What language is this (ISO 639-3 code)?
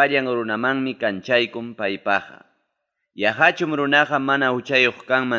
quy